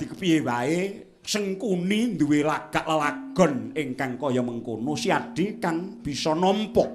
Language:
Javanese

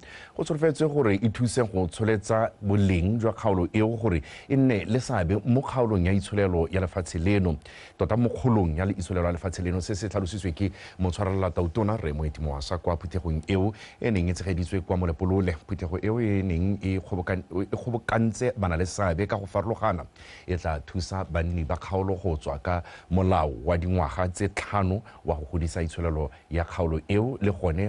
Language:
Tswana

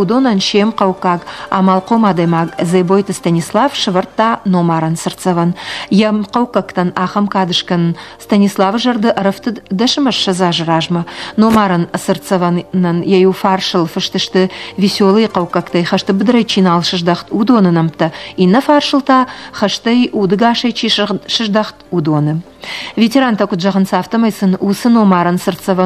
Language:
Ossetic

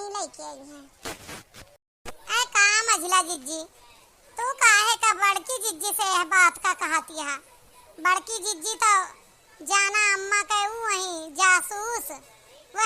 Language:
Awadhi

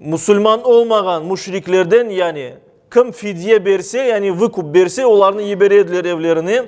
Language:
Crimean Tatar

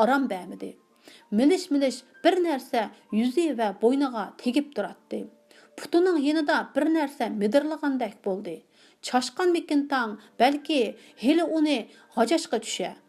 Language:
Uyghur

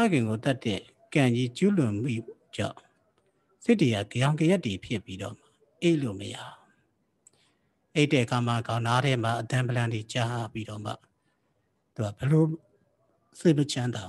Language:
Burmese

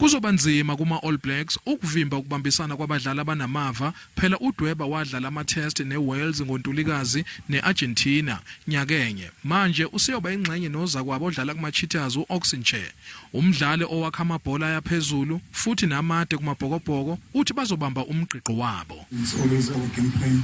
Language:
Zulu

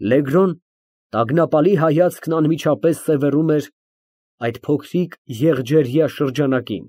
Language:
Armenian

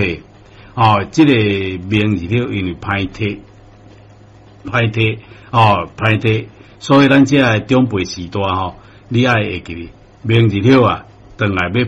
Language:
Min Nan Chinese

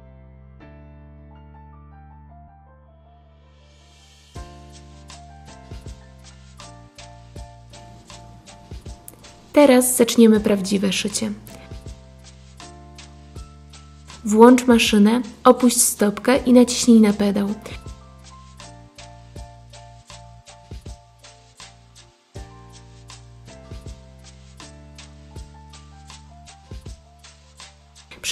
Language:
Polish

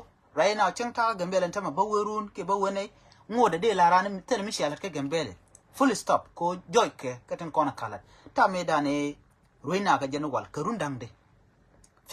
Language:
Nuer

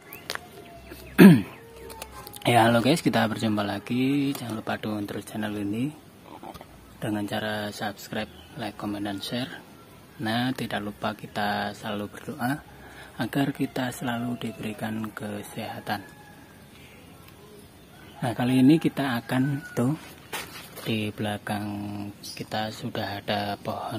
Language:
Indonesian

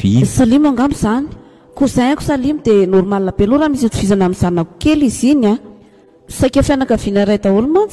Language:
Malagasy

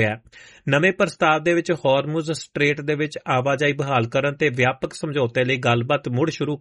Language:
Punjabi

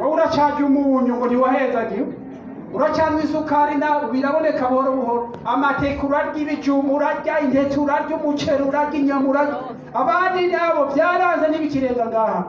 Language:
Rundi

